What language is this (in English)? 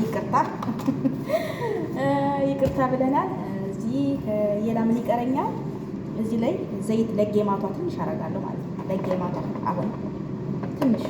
Amharic